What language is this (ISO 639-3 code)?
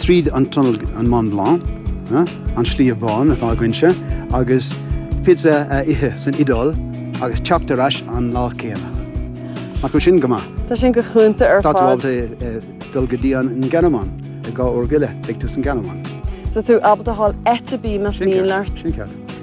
gle